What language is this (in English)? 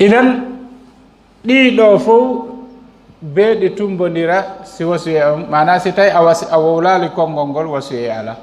Fula